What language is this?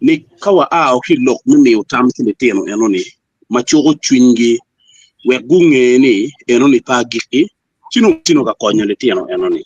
Acoli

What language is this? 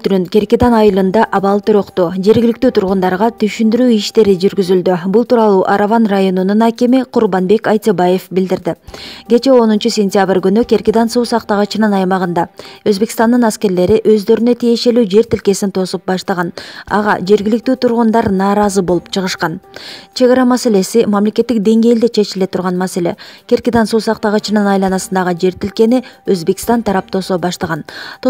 Kyrgyz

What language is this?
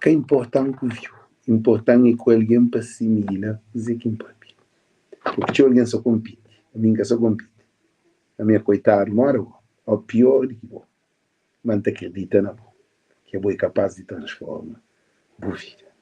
Kabuverdianu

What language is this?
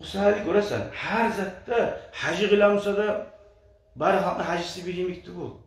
Kumyk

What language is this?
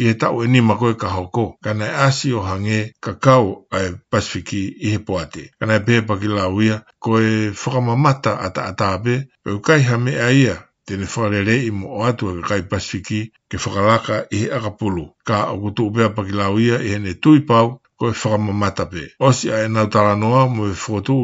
Tongan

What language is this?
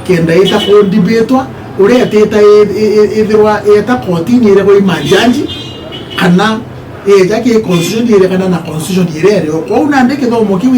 Meru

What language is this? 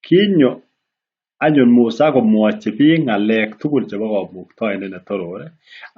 Kalenjin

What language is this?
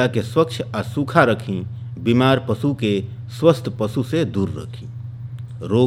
Bhojpuri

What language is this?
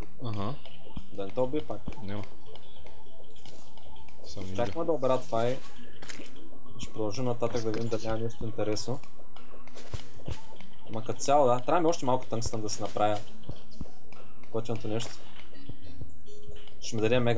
Bulgarian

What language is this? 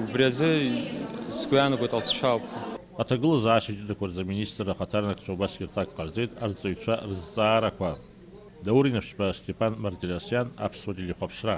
Abkhazian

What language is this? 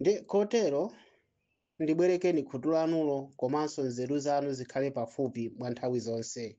Nyanja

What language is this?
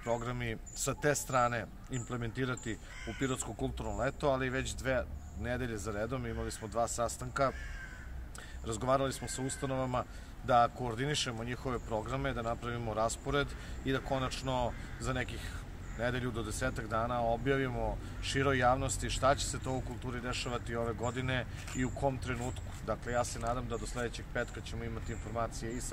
Serbian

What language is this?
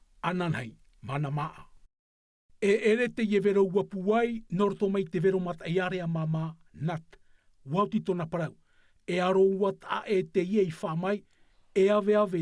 Tahitian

